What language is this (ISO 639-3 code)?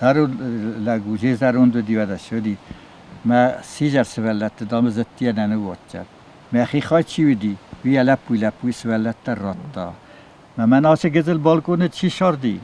oss